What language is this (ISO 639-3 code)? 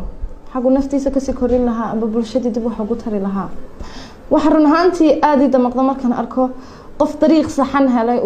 som